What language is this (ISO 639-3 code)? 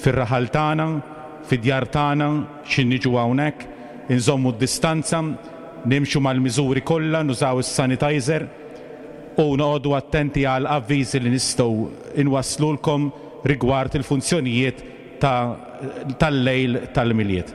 mlt